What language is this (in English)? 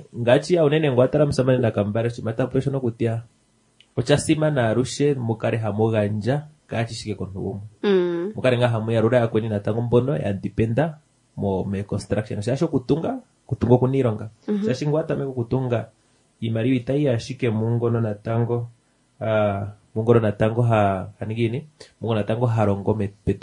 Kuanyama